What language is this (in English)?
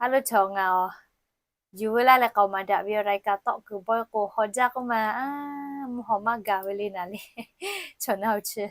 Lahu